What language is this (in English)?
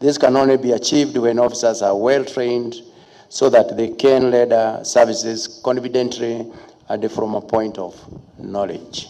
Gusii